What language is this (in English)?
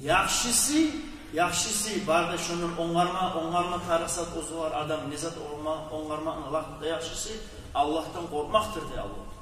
Kumyk